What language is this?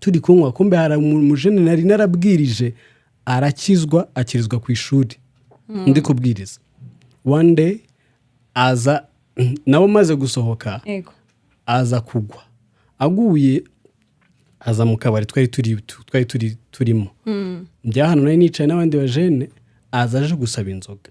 Kinyarwanda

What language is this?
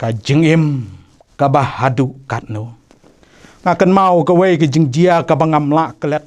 Khasi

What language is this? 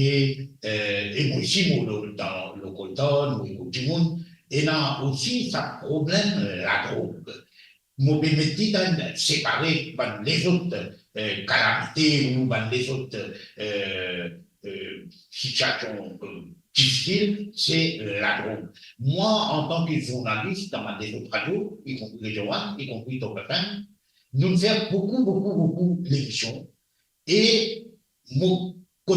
Morisyen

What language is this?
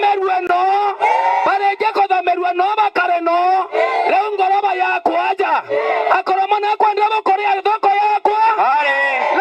Meru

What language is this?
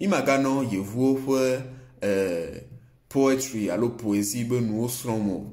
Ewe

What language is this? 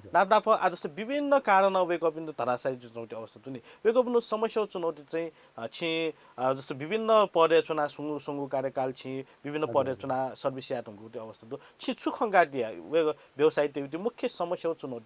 Newari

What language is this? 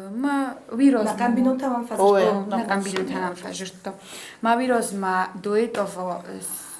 Ossetic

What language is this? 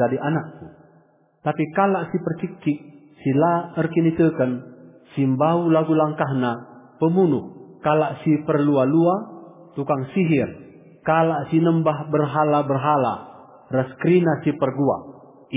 Batak Karo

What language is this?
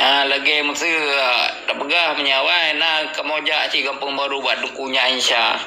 Achinese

